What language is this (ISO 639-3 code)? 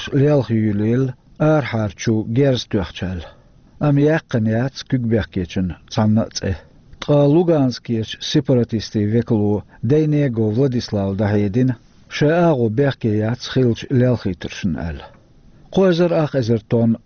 che